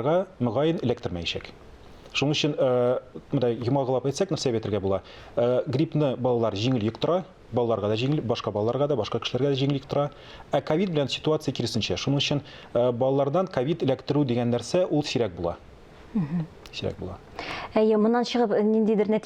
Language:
Tatar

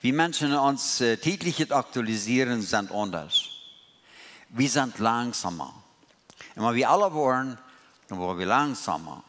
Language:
Plautdietsch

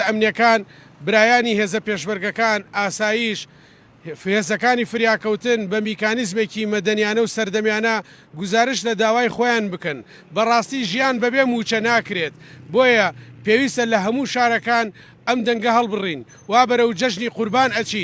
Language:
Central Kurdish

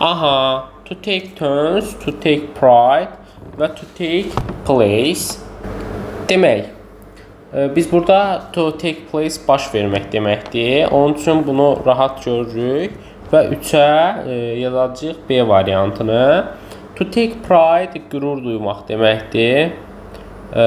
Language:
Azerbaijani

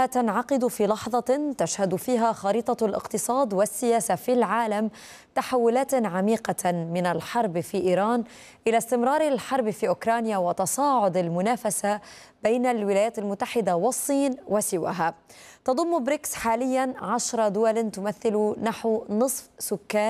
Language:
Arabic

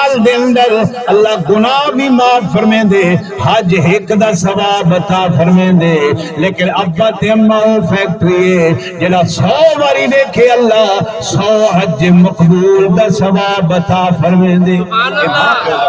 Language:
Saraiki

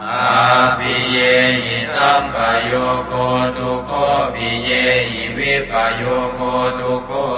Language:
Pali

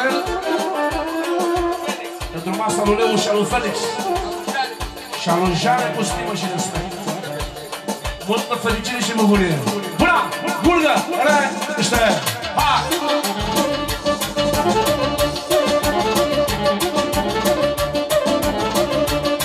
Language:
Romanian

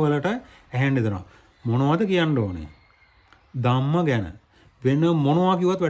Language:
Sinhala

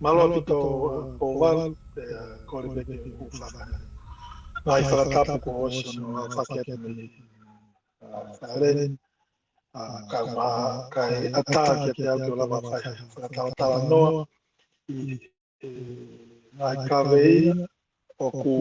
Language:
Tongan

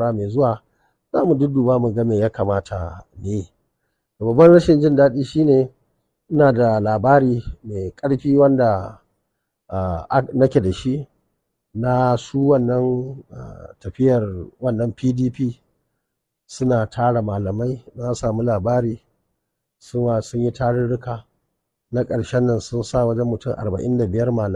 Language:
Hausa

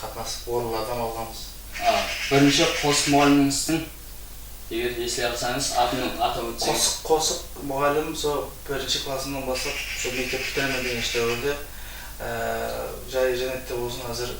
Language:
Kara-Kalpak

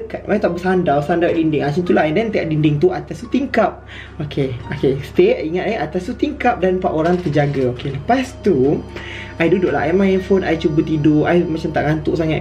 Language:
Malay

